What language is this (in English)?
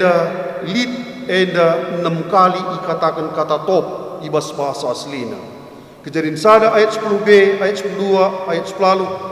Batak Karo